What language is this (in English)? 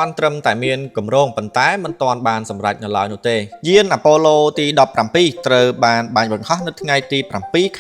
Khmer